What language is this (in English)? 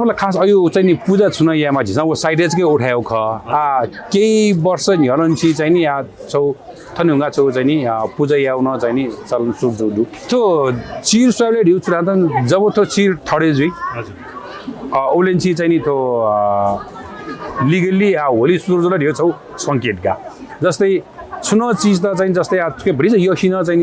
Newari